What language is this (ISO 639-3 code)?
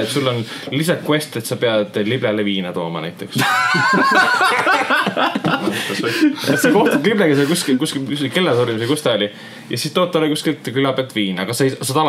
est